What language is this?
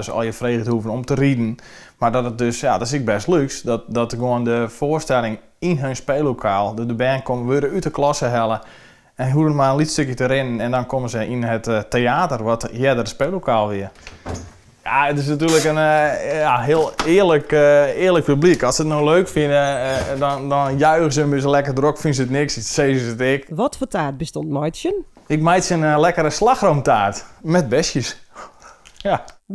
Western Frisian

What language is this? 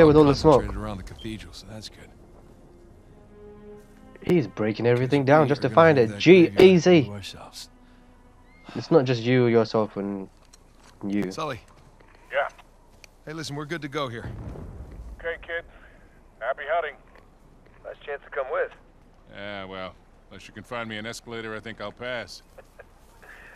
English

